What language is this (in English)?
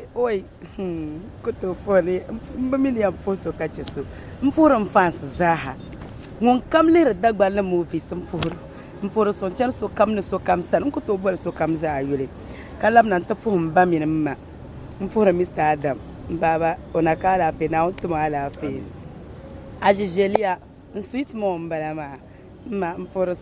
Dagbani